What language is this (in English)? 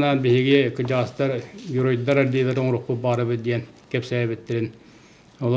Yakut